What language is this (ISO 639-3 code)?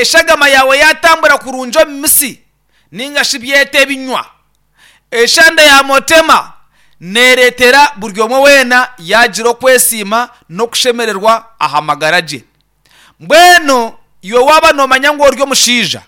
nyn